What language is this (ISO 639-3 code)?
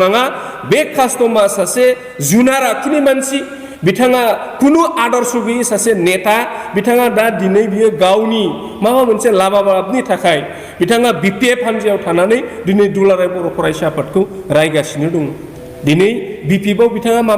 brx